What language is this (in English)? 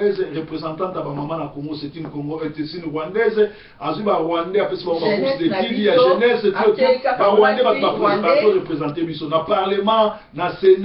Lingala